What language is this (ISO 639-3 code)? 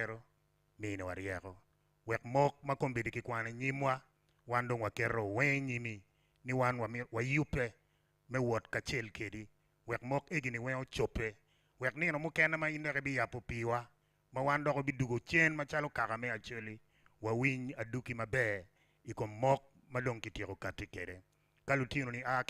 ach